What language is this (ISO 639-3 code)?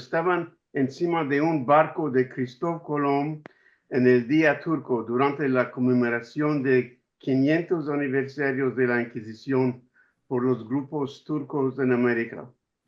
lad